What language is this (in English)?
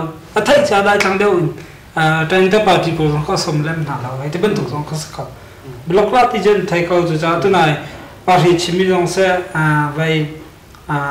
Hakha Chin